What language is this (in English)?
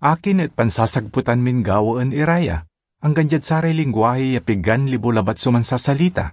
Pangasinan